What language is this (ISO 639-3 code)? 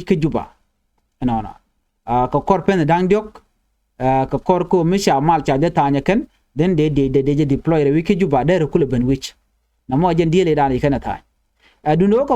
nus